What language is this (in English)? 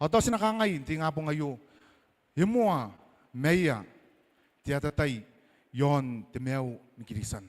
Gilbertese